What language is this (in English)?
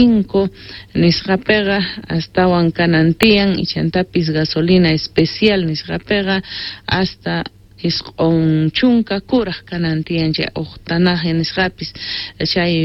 Quechua